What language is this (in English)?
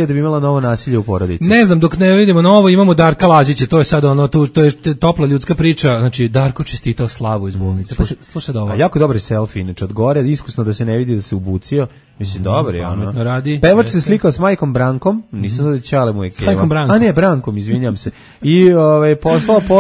Serbian